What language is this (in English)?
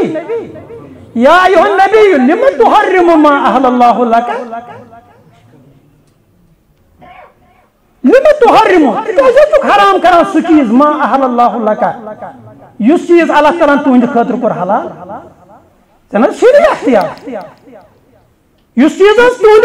Kashmiri